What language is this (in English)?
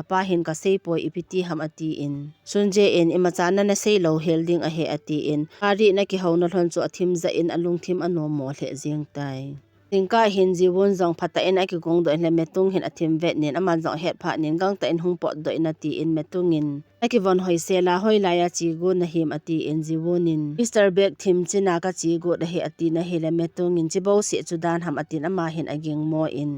Thado Chin